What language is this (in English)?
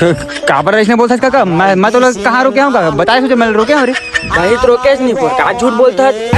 Chhattisgarhi